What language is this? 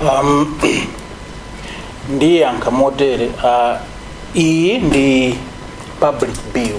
Nyanja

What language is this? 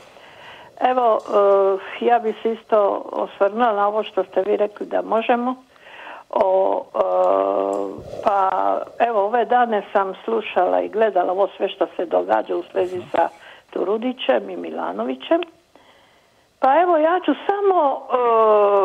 Croatian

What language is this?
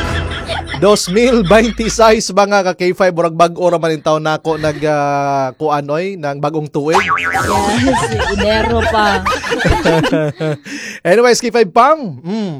Cebuano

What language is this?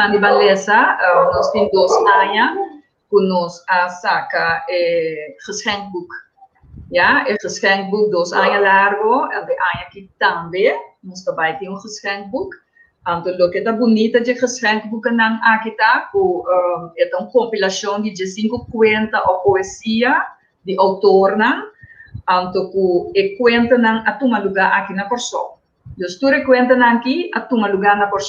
Papiamento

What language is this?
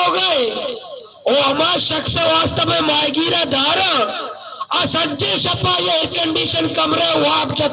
Baluchi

